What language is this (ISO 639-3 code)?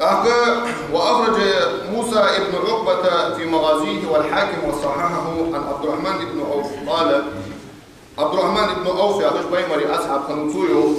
inh